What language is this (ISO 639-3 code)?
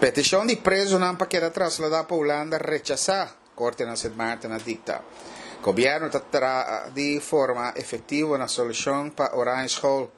pap